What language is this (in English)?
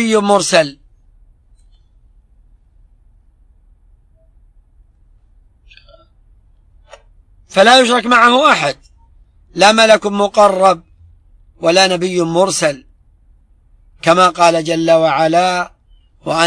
Arabic